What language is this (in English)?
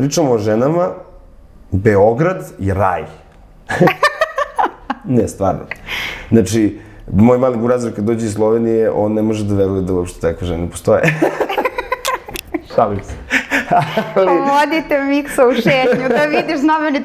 Serbian